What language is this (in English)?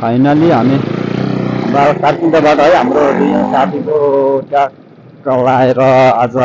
Nepali